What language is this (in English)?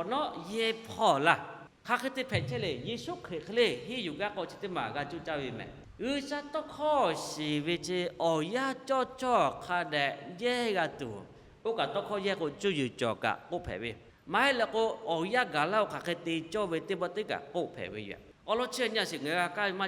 Lahu